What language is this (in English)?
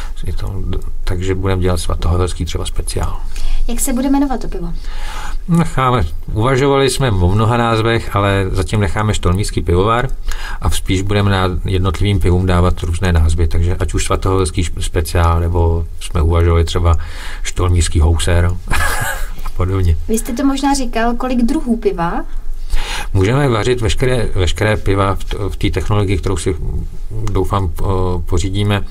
Czech